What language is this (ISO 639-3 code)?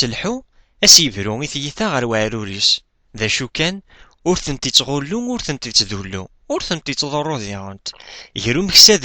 kab